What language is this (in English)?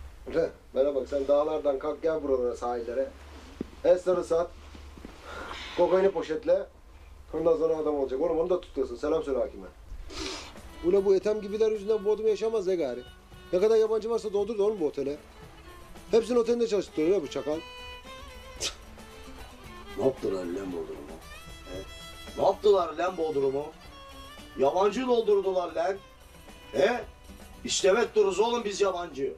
Turkish